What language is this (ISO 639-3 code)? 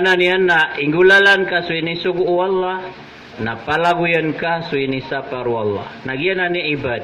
mrw